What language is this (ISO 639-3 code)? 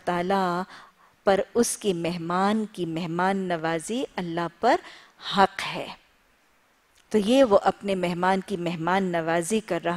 urd